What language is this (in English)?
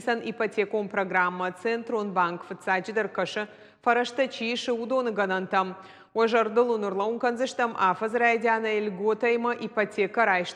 Ossetic